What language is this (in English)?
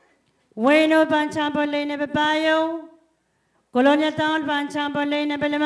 Pohnpeian